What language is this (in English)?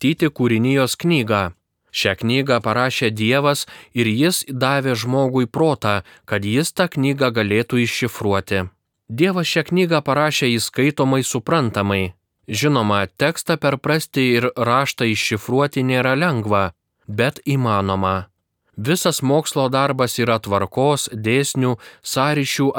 Lithuanian